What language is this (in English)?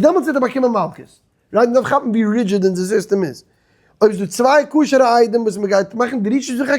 Yiddish